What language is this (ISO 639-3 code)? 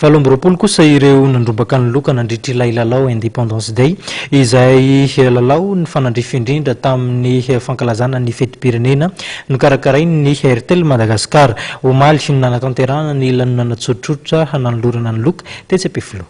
mlg